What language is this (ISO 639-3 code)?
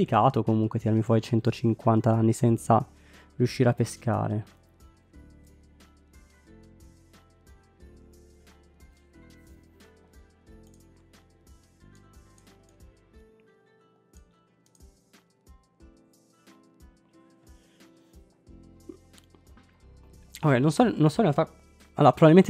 ita